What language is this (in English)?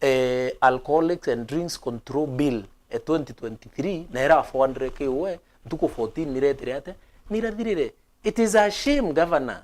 Meru